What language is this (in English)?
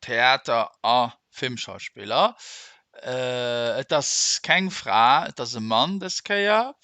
Luxembourgish